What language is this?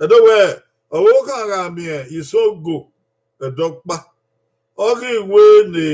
Bini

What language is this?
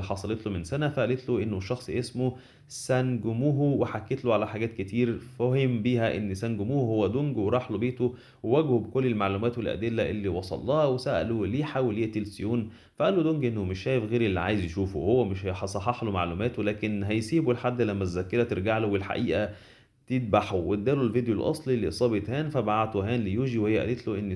Egyptian Arabic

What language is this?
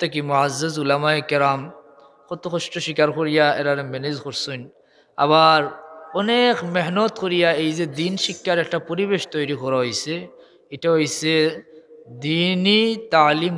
Sylheti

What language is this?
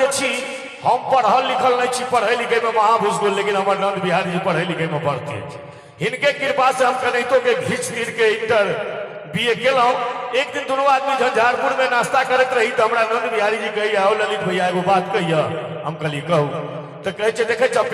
Maithili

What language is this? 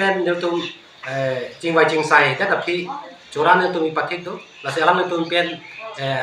Karbi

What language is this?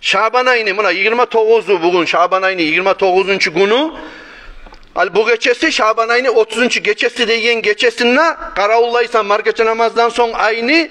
Kumyk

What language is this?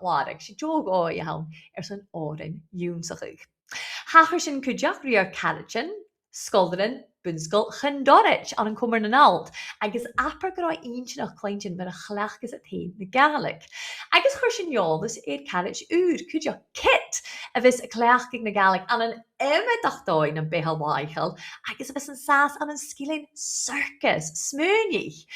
Scottish Gaelic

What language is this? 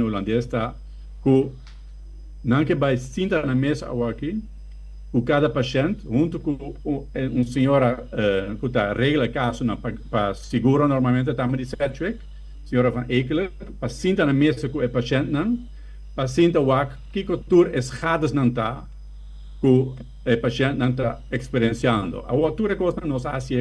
Papiamento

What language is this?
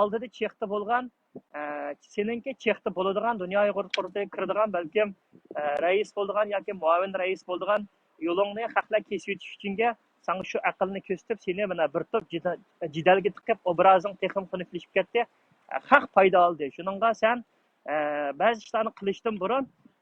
Uyghur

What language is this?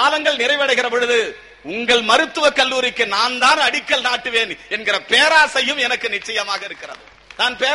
Tamil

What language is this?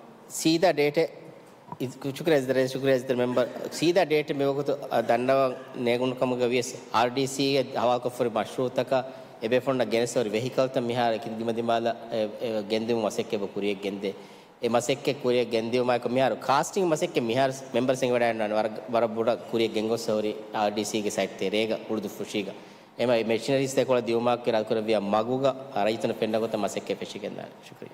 Divehi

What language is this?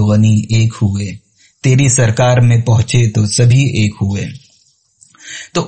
Urdu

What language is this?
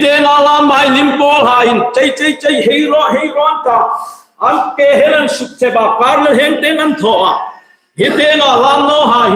Hmar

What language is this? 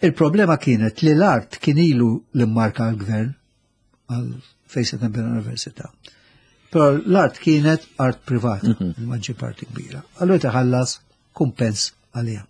Maltese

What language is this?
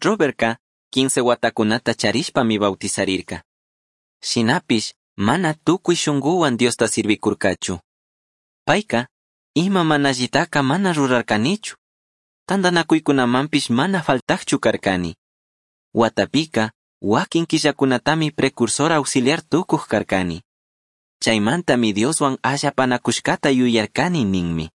Chimborazo Highland Quichua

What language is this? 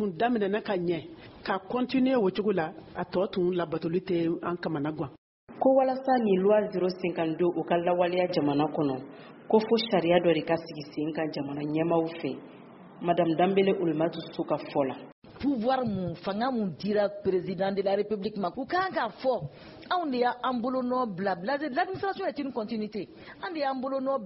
Bambara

